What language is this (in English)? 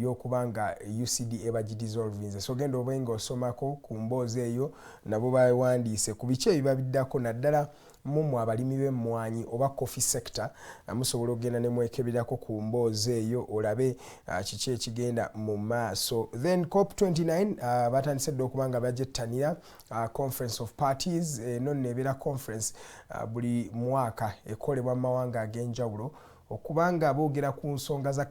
Ganda